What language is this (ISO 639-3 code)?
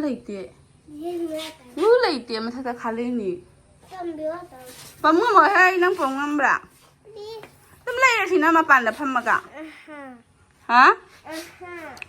mni